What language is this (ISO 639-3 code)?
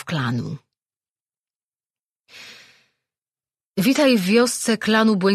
pol